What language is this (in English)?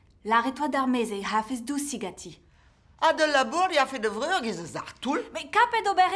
Breton